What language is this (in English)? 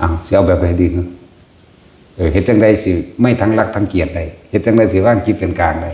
Northeastern Thai